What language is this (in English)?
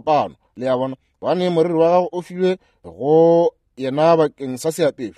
Northern Sotho